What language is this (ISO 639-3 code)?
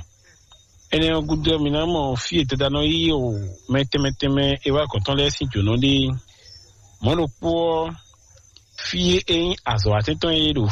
fon